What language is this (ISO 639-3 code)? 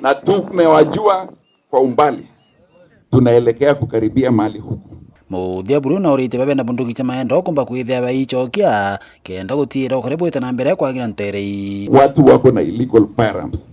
mer